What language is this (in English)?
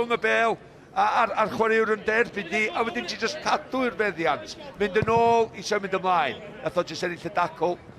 Welsh